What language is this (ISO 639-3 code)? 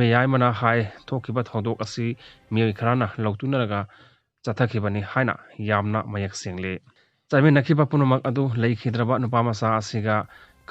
mni